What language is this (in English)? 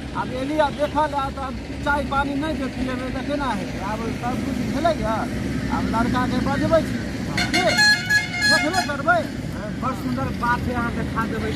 Maithili